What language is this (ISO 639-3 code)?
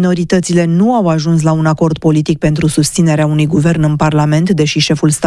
ron